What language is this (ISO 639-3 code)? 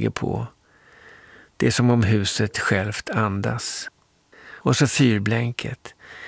swe